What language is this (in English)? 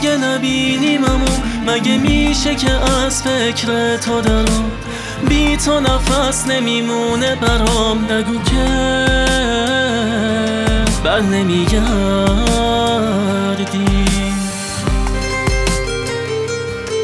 Persian